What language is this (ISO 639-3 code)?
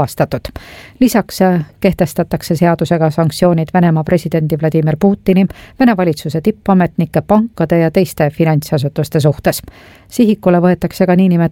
est